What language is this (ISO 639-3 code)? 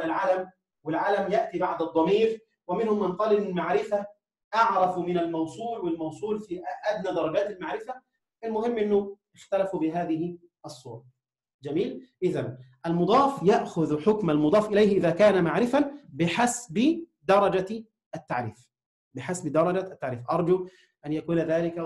ara